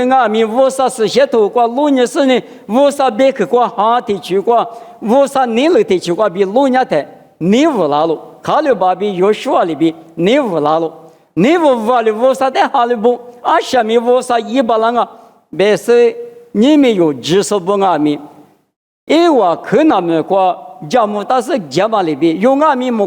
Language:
Lisu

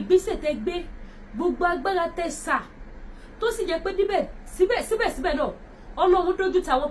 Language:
Yoruba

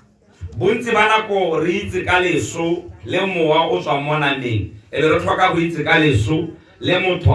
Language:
Tswana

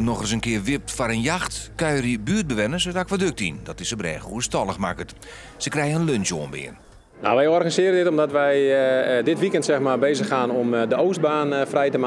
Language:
Western Frisian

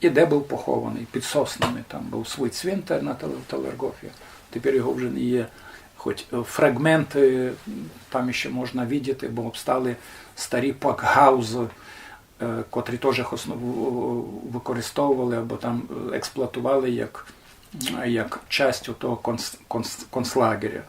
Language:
Rusyn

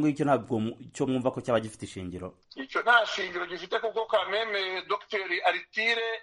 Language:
Kinyarwanda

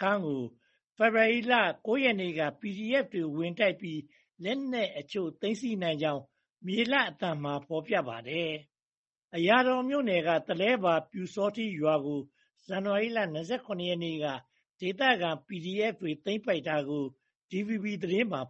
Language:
Burmese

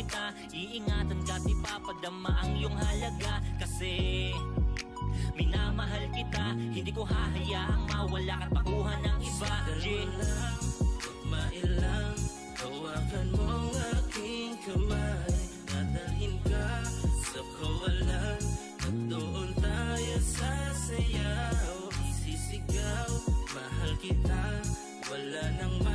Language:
Filipino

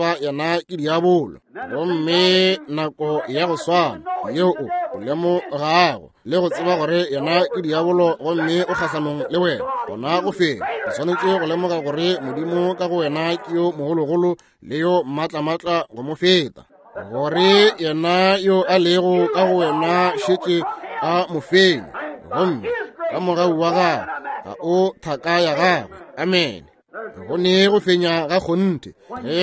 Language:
Northern Sotho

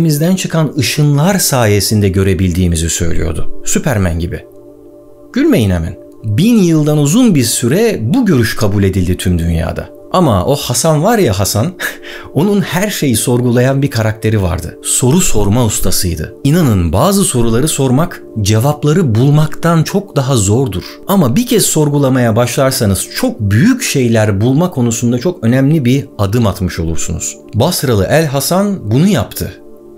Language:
Turkish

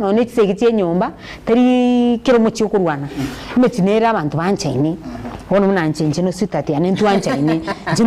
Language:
Gusii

